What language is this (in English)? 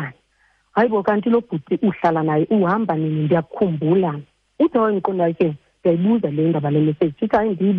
Xhosa